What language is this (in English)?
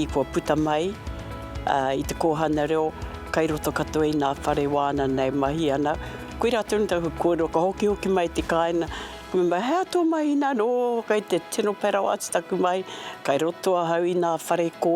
Māori